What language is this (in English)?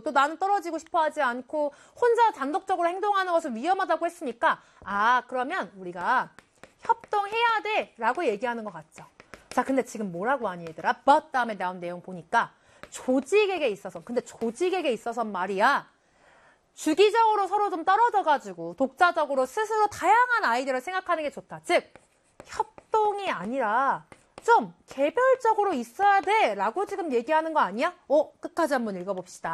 Korean